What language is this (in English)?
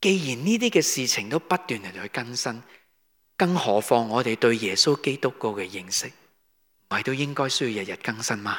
Cantonese